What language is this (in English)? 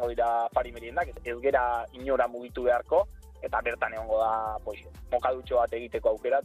Basque